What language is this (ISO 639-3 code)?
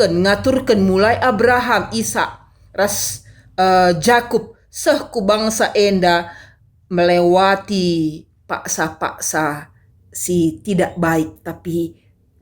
btx